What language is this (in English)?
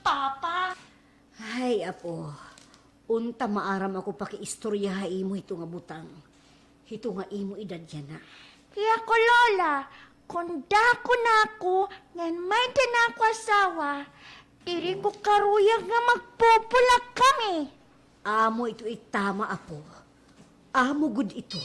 Waray